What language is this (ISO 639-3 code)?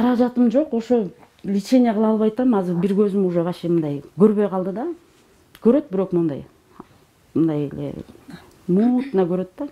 kir